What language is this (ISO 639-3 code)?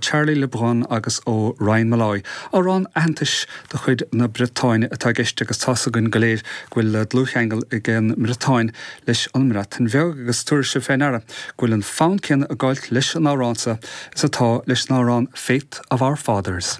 gle